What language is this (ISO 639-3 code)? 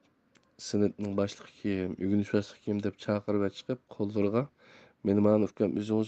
uig